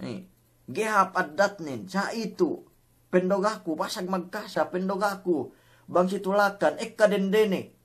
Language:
Yakan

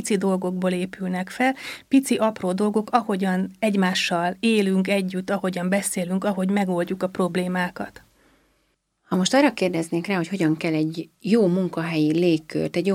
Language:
Hungarian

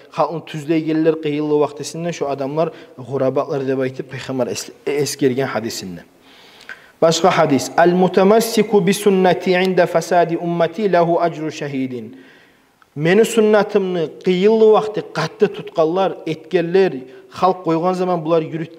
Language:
Kumyk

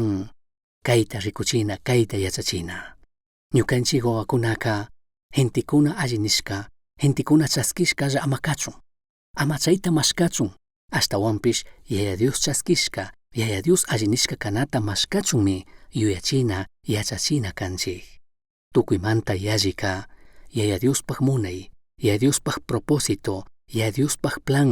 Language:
Chimborazo Highland Quichua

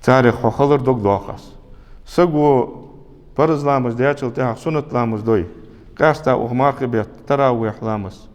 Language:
Ingush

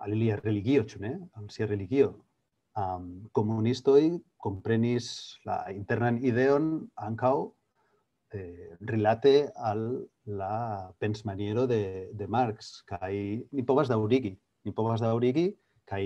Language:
Esperanto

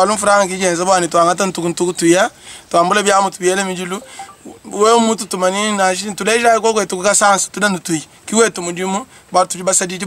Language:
Luba-Lulua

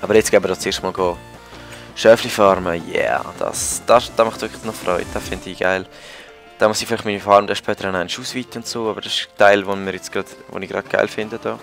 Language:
Swiss German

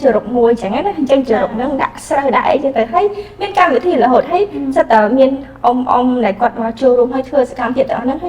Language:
Khmer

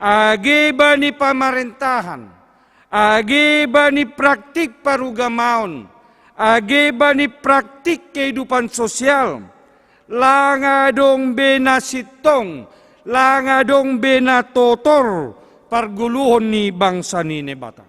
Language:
Batak Simalungun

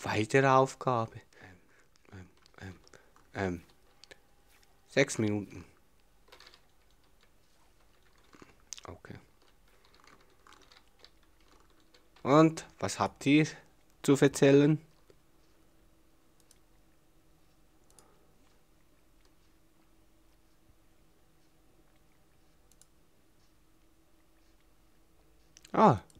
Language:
German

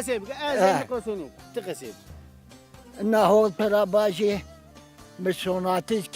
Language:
Zaza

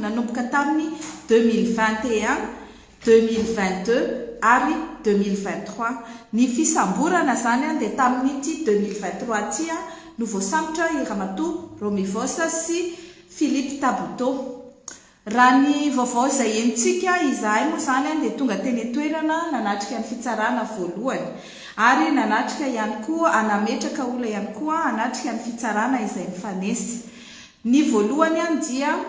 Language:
Malagasy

